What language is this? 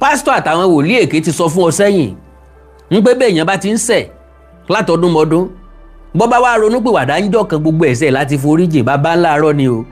Yoruba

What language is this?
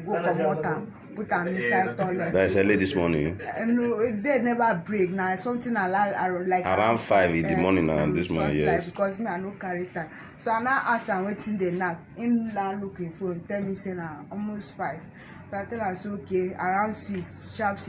Nigerian Pidgin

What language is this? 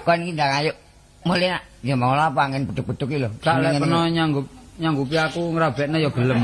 Javanese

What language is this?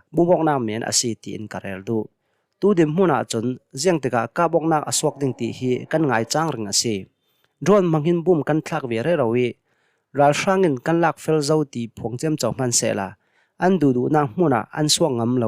Hakha Chin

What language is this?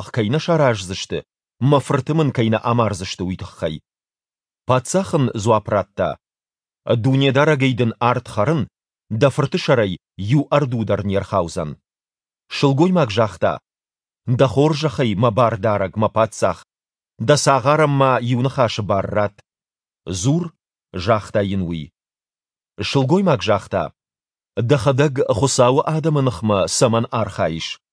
Ossetic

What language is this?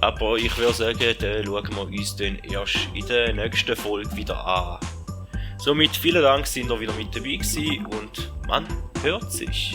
Swiss German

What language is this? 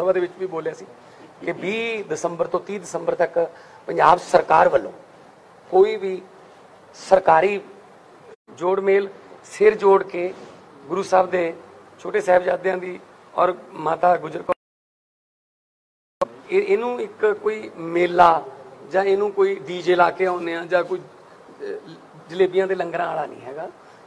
Punjabi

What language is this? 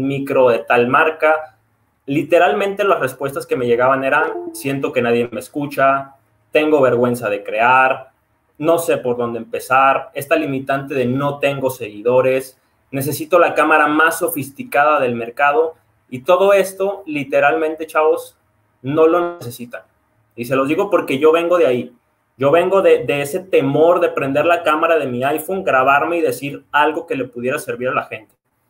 Spanish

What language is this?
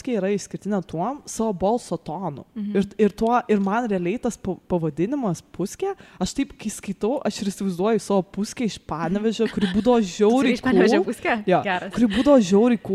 Lithuanian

